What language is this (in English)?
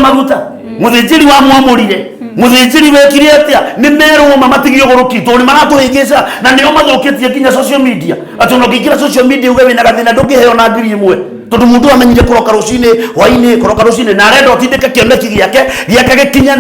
Kikuyu